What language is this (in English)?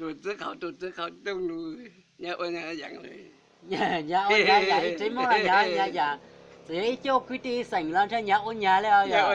Hmong